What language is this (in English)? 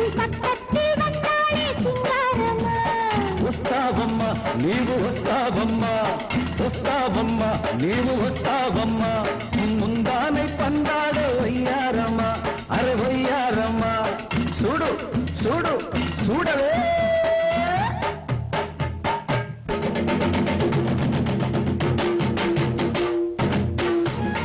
Tamil